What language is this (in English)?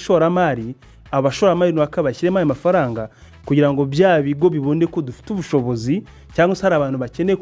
Kinyarwanda